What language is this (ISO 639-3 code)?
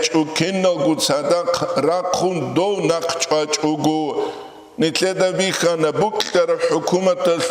ava